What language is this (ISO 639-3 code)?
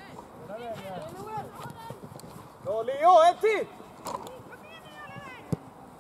swe